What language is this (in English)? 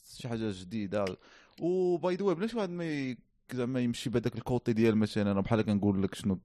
Moroccan Arabic